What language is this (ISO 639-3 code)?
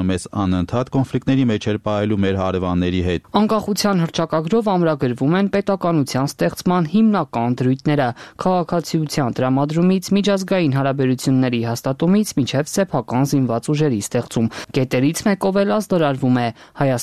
hye